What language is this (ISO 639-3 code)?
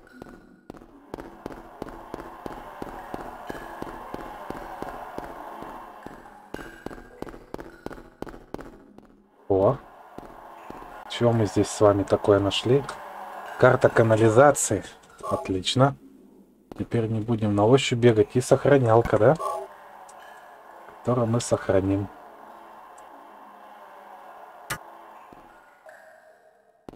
rus